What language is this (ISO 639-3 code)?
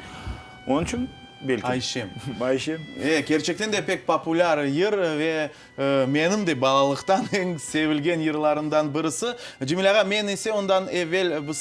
crh